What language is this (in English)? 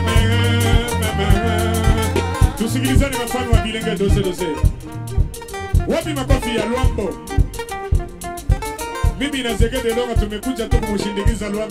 Swahili